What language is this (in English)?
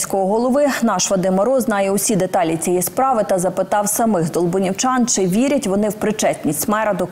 Ukrainian